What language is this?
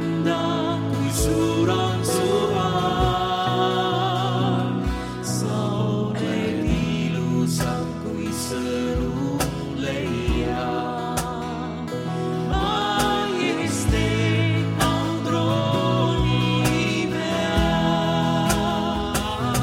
Estonian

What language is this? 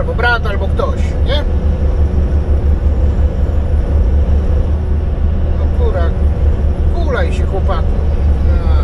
Polish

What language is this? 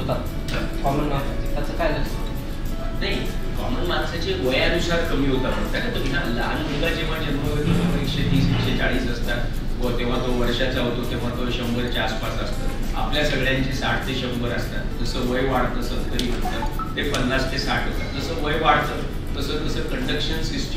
Marathi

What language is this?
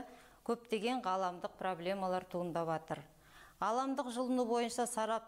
Kazakh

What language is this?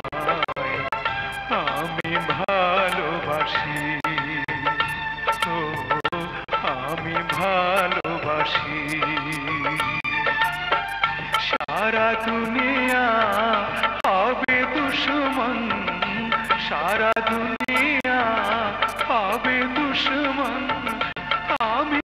Bangla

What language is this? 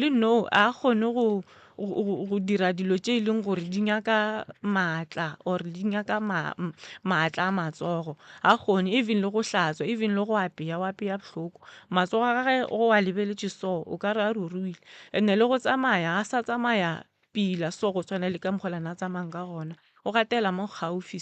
Northern Sotho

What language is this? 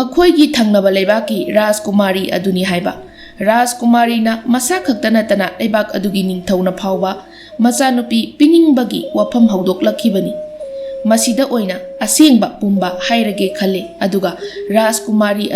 Manipuri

